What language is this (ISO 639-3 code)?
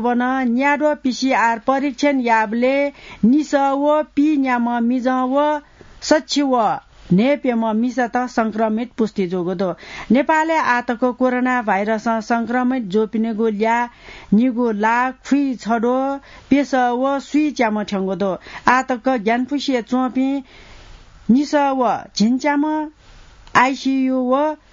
new